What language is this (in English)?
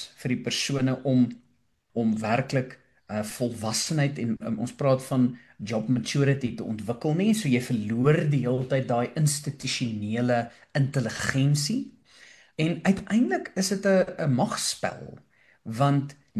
Afrikaans